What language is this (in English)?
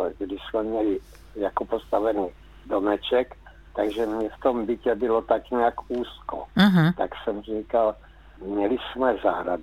Czech